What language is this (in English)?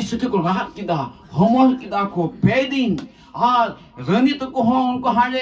Santali